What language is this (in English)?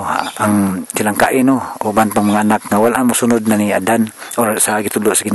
Cebuano